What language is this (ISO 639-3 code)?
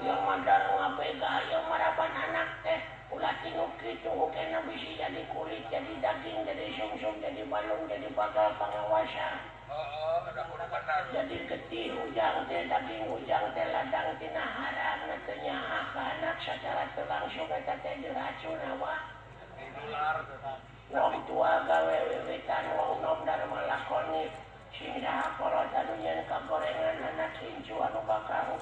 sun